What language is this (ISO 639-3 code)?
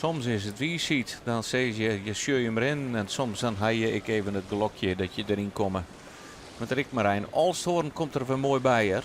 fry